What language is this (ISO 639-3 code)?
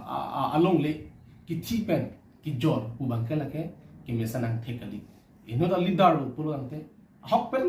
mjw